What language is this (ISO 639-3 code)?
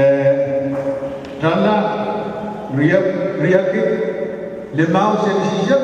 pon